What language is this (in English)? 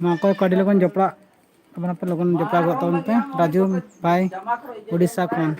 Santali